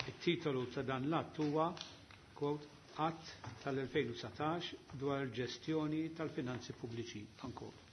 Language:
Maltese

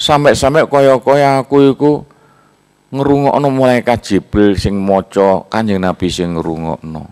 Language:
Javanese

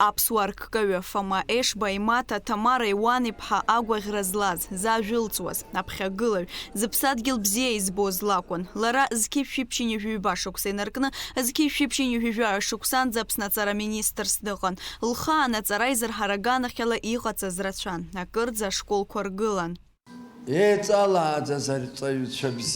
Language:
Abkhazian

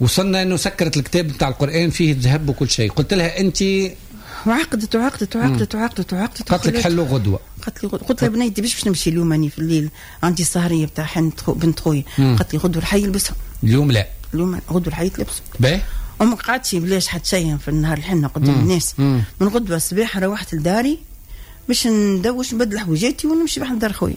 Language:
Tunisian Arabic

